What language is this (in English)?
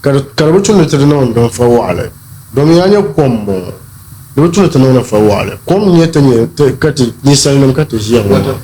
Dagbani